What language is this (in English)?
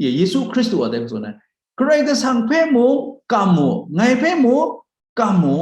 Kachin